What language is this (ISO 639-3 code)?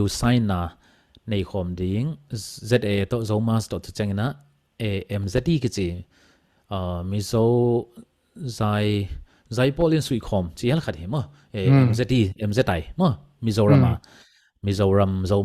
ctd